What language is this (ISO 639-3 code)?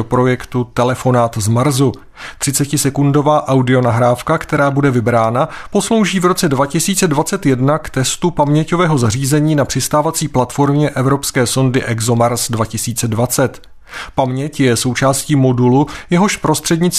ces